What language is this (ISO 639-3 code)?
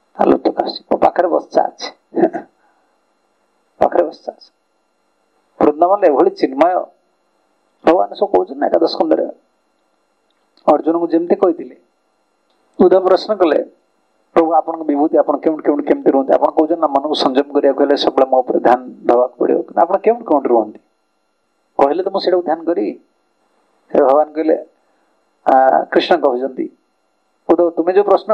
ori